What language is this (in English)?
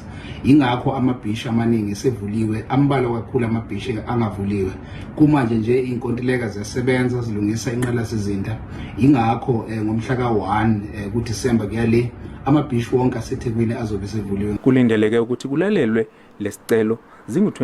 Zulu